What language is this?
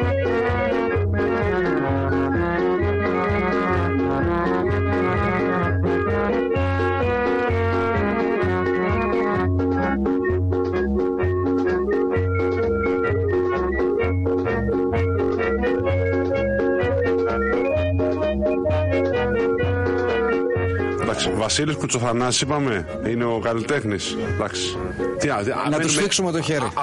Greek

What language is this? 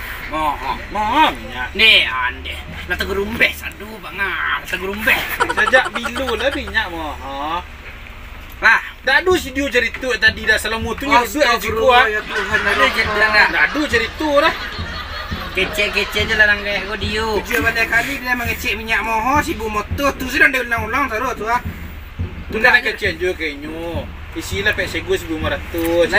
Minangkabau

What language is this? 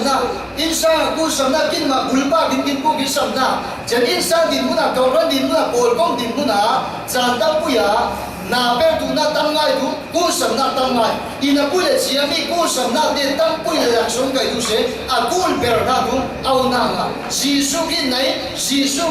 Falam Chin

